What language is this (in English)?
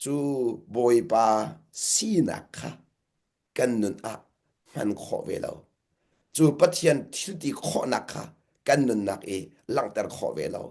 Hakha Chin